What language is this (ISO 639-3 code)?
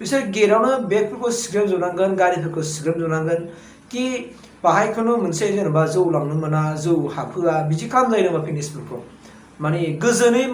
brx